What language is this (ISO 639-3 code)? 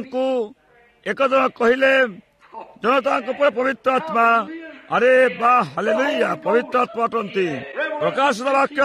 ori